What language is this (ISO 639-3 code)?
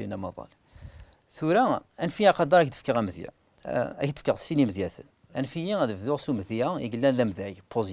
kab